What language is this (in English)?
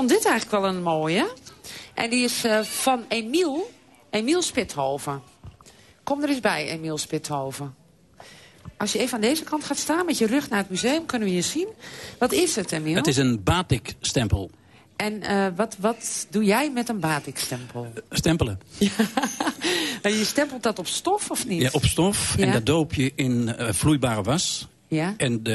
Dutch